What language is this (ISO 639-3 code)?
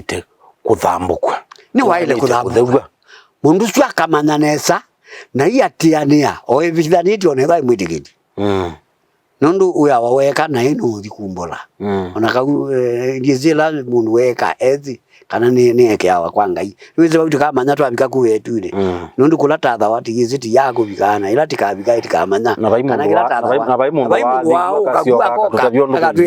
kam